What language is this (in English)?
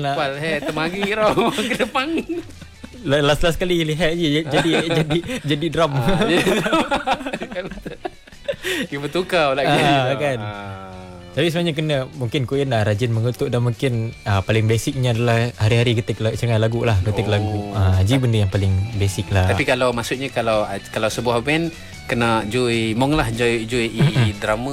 Malay